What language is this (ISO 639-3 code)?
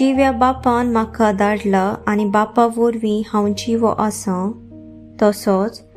kok